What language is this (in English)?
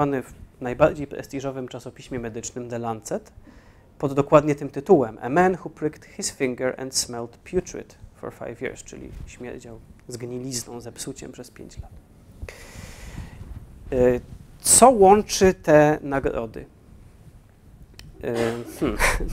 Polish